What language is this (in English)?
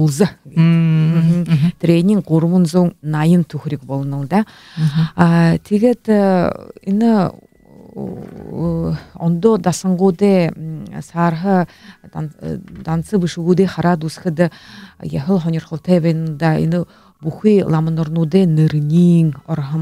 Buriat